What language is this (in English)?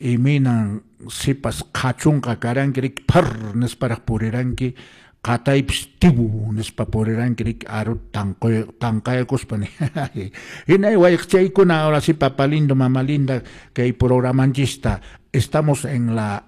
Quechua